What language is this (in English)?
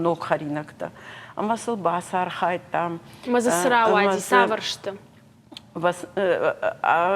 Ossetic